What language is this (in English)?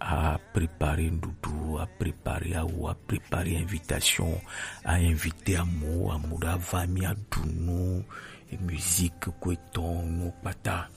Gen